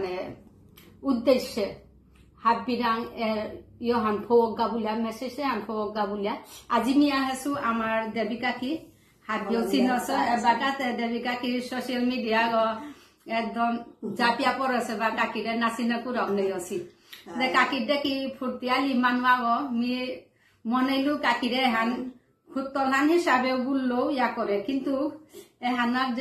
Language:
Bishnupriya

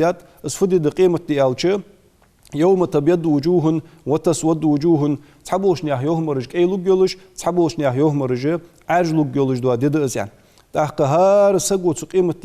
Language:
Ingush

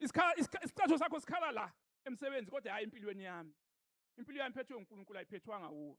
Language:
Zulu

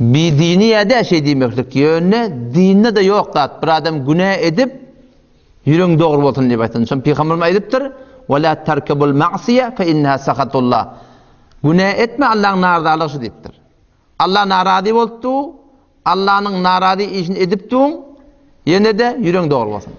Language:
Turkmen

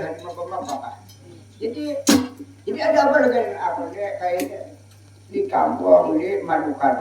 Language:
Banjar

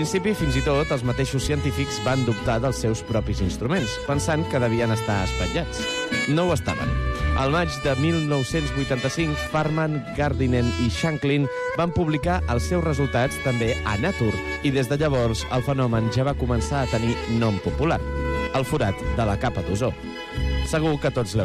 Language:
Catalan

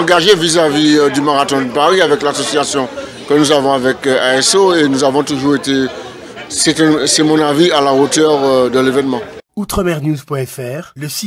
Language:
French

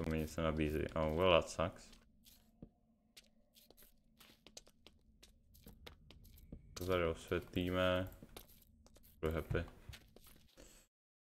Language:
Czech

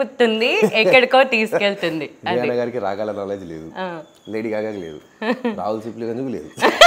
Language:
Telugu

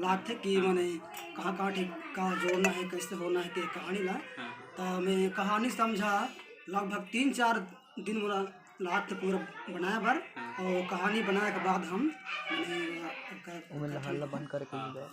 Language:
Chhattisgarhi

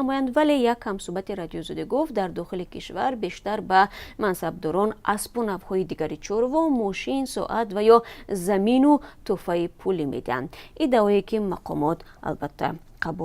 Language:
Tajik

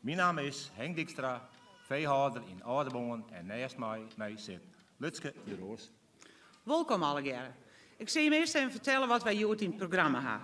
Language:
Western Frisian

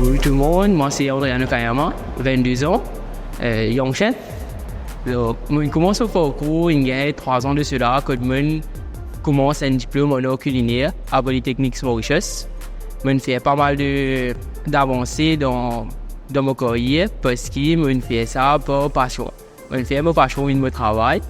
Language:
Morisyen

